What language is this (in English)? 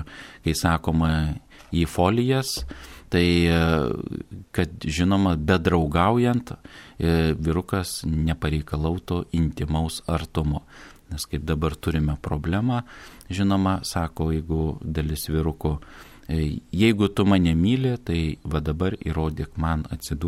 Lithuanian